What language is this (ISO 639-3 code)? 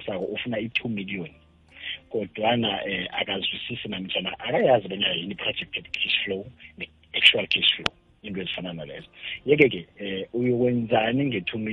nbl